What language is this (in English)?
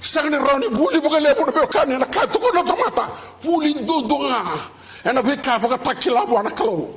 Fijian